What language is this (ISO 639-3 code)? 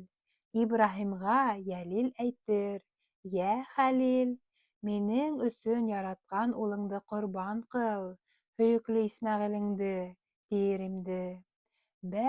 bak